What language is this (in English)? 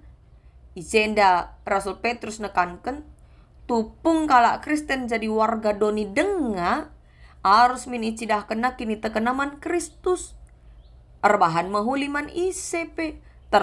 Batak Karo